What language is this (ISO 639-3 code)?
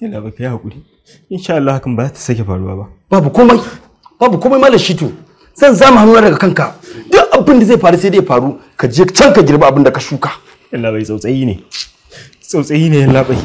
hau